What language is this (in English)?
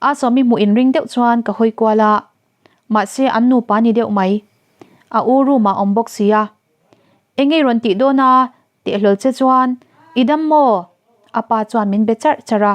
Mizo